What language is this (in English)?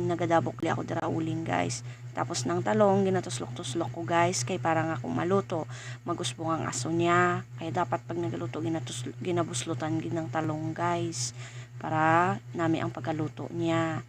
Hiligaynon